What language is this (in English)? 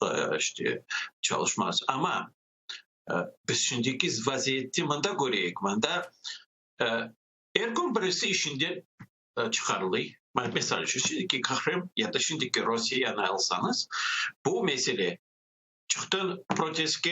Crimean Tatar